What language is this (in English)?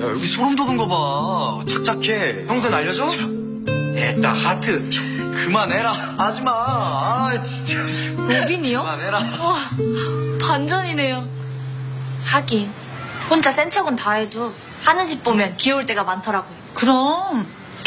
Korean